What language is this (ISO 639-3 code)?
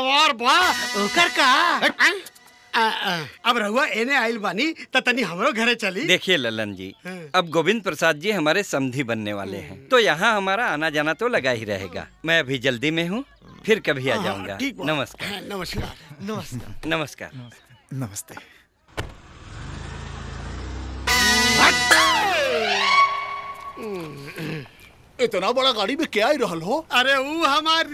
bho